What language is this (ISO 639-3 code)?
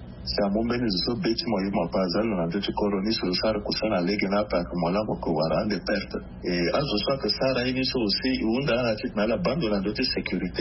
sag